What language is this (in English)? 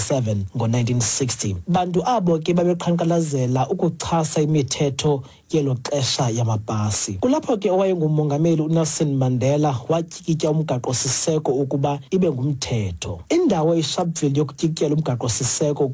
Xhosa